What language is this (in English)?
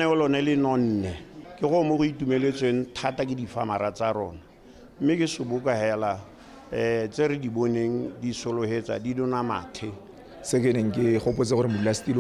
Tswana